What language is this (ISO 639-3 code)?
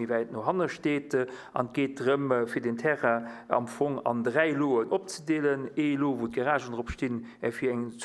ltz